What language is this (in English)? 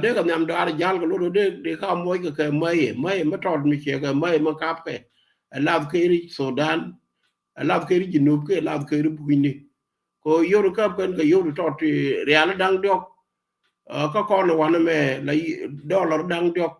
Nuer